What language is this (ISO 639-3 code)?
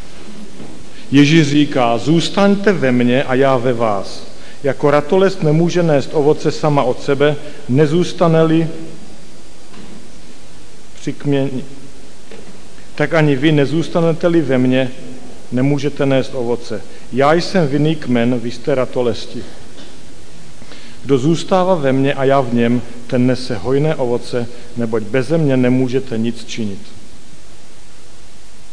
ces